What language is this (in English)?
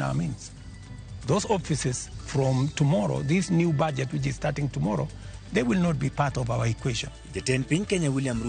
Luo (Kenya and Tanzania)